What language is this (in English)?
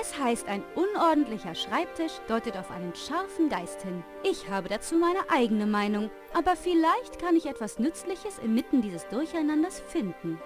Bavarian